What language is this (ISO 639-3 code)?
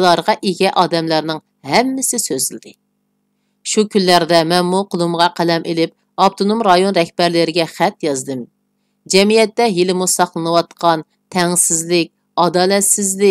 uig